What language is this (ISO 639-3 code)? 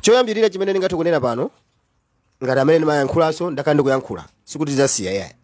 nya